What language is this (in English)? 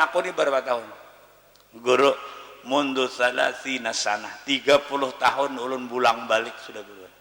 Banjar